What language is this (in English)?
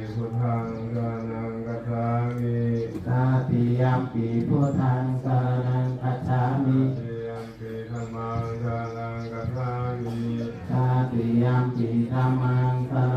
Pali